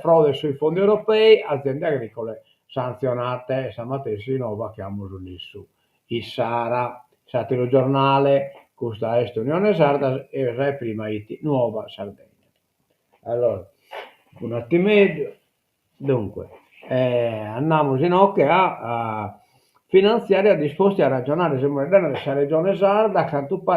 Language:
Sardinian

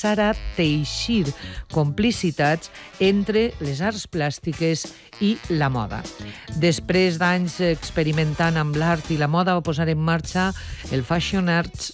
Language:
Catalan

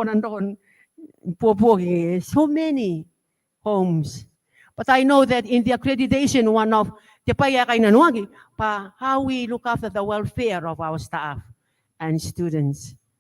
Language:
Gilbertese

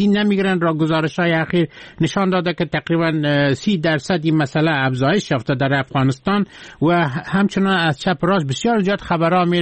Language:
Persian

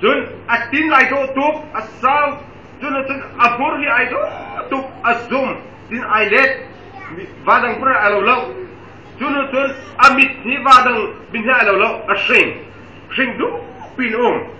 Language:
Hakha Chin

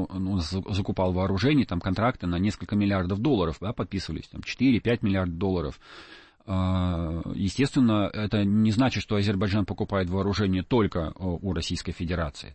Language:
Russian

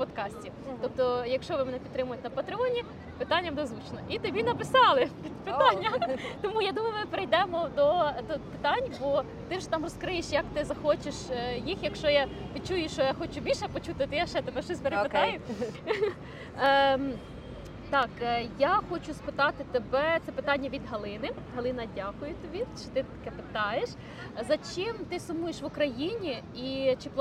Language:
Ukrainian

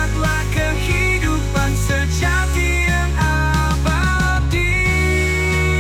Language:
Indonesian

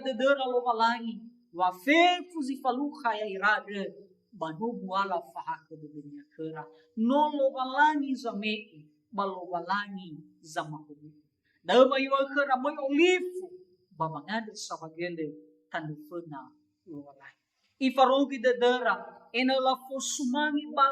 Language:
Nias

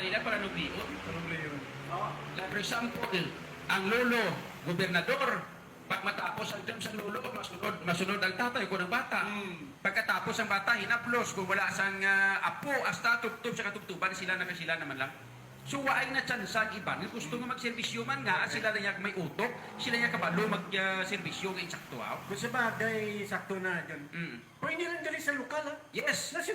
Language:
Hiligaynon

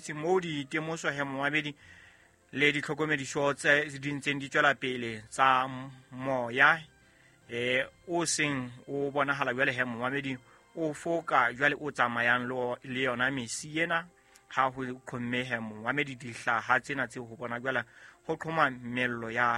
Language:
Southern Sotho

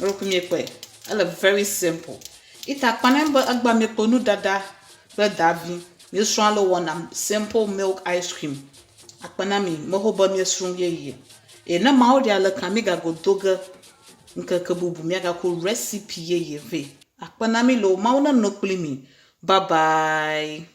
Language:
Ewe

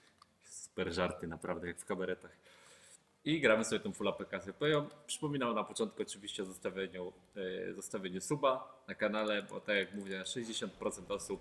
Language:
Polish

